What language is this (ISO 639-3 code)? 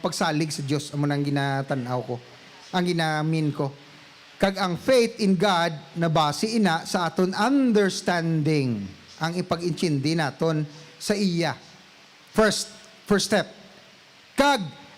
hil